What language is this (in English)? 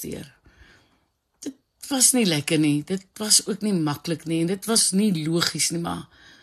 Afrikaans